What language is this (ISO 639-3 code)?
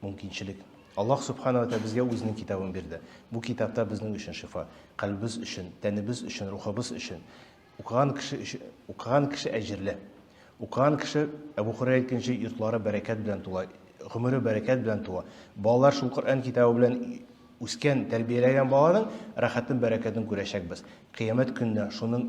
tat